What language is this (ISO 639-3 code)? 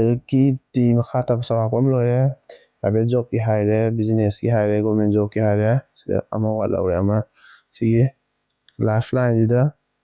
mni